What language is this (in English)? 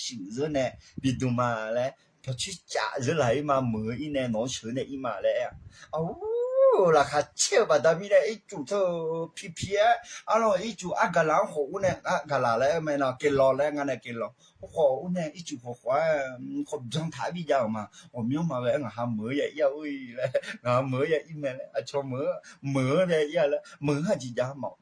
Akha